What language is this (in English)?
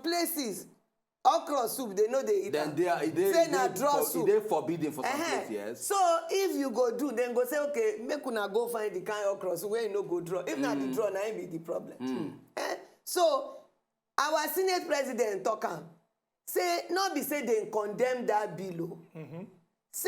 Nigerian Pidgin